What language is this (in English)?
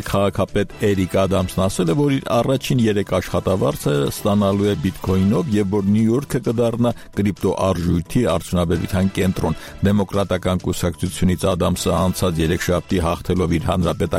Armenian